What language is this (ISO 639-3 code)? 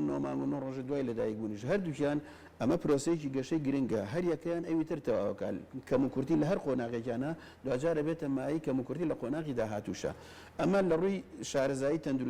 ckb